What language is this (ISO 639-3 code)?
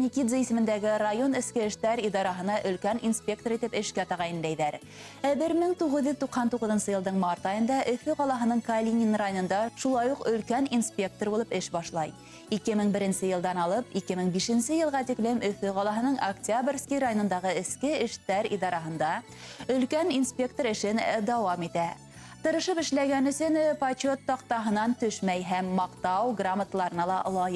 bak